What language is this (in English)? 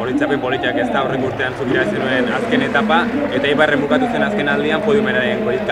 Basque